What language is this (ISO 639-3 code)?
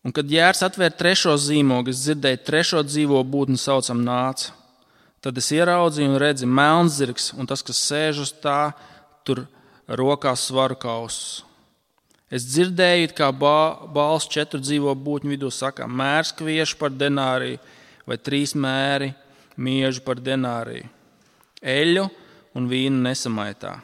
lav